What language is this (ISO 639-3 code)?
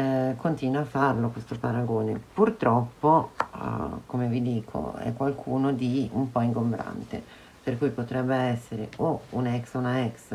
ita